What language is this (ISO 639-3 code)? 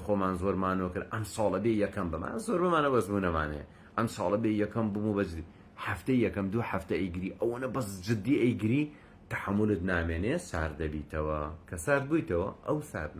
ckb